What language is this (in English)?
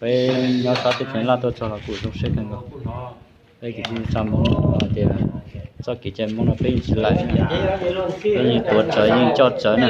Hmong